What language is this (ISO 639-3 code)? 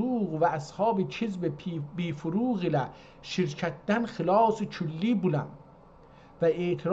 azb